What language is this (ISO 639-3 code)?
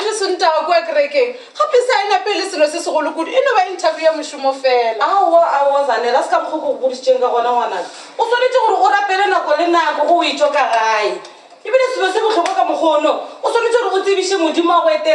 nso